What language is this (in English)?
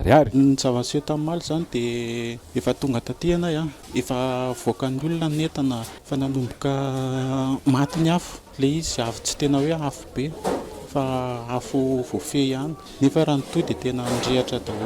Malagasy